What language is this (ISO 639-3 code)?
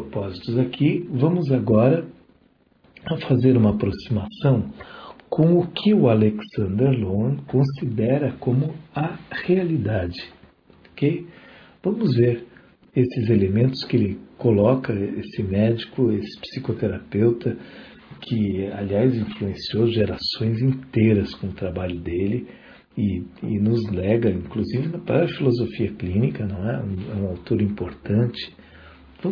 por